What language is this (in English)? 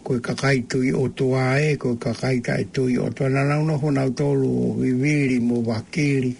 Tongan